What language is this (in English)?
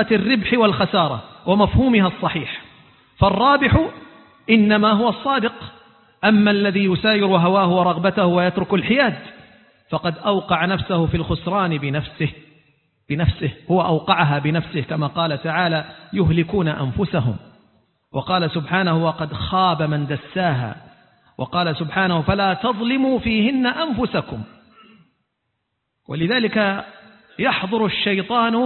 Arabic